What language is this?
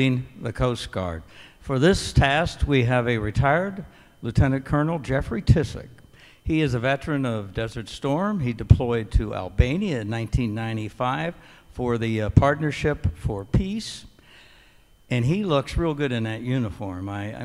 English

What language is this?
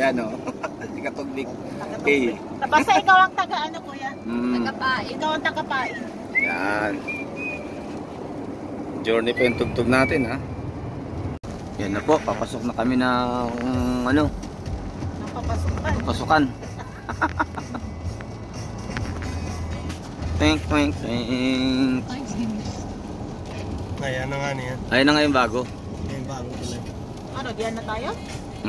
Filipino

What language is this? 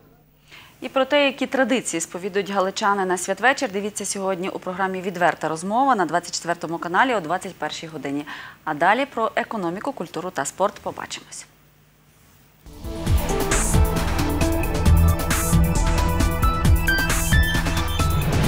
Ukrainian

